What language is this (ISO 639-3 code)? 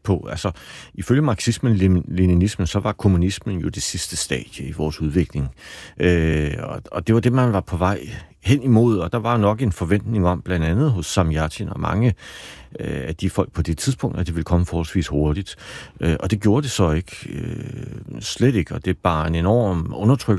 dan